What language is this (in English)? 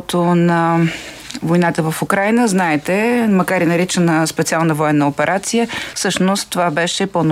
Bulgarian